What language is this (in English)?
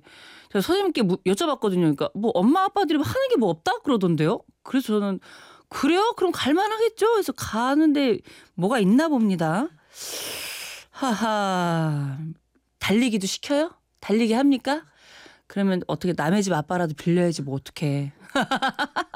Korean